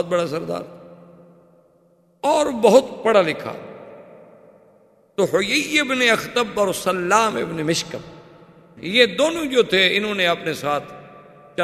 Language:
Urdu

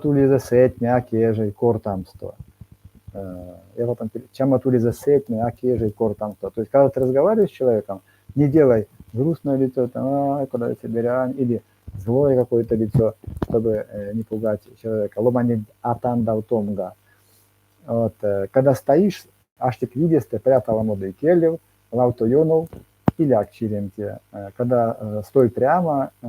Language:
Erzya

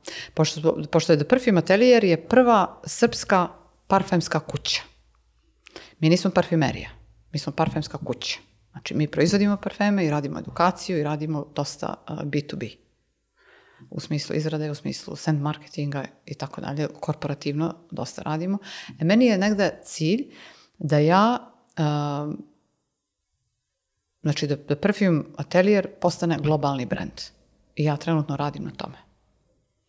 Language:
Serbian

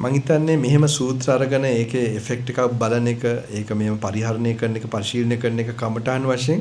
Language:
Sinhala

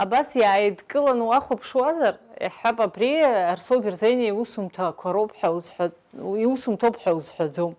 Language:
Abkhazian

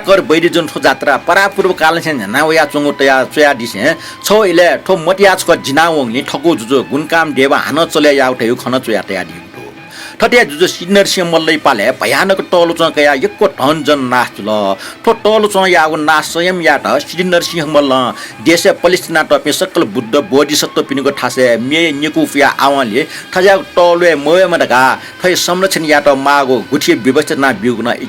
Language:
Newari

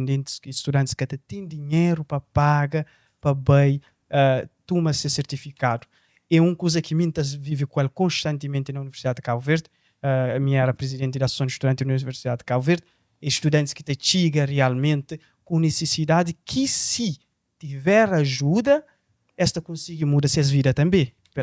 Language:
Kabuverdianu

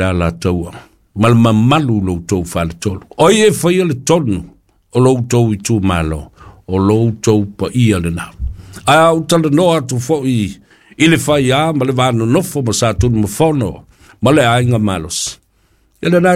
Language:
Samoan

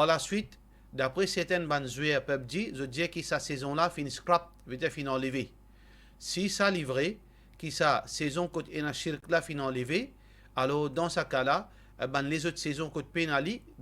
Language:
Morisyen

